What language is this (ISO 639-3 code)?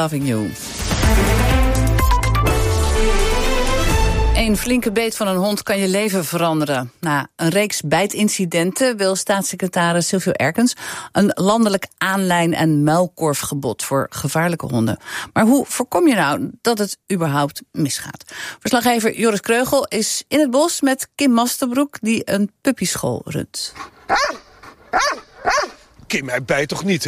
nld